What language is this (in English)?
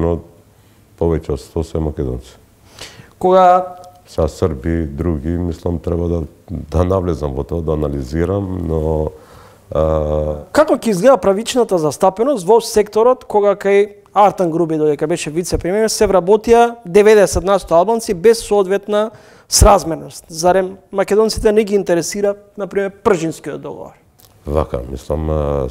Macedonian